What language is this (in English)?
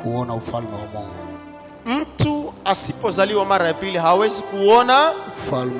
Swahili